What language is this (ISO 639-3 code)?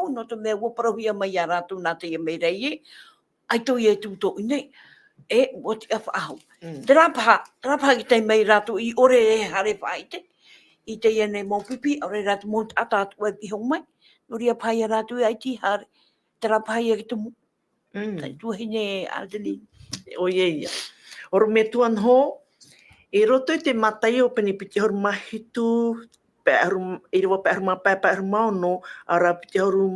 tah